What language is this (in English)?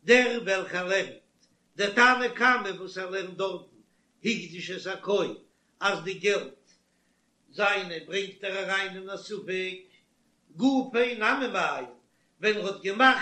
Yiddish